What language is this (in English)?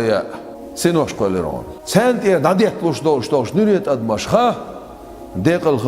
Chechen